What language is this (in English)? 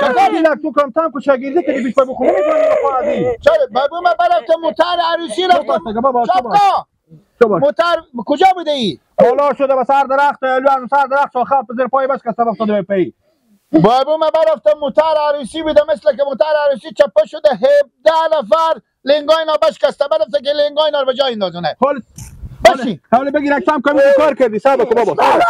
Persian